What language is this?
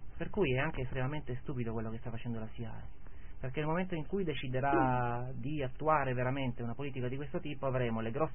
Italian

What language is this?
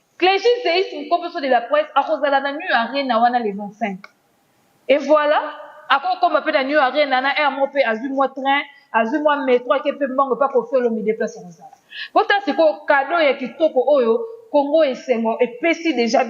Lingala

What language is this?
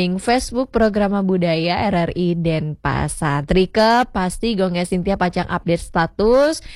Balinese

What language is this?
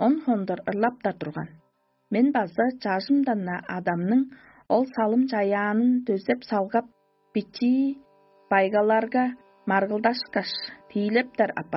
Tuvinian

